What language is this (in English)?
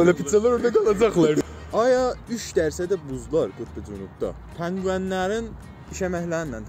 South Azerbaijani